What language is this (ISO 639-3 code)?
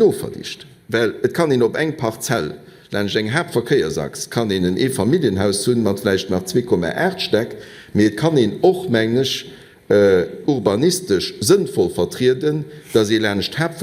ltz